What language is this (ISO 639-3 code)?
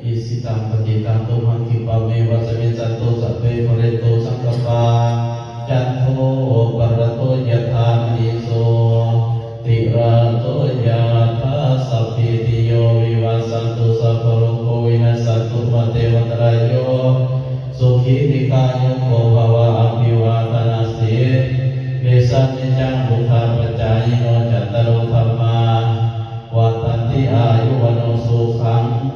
pli